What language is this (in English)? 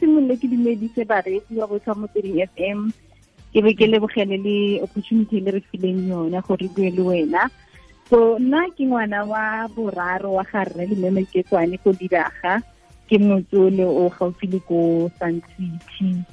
Tswana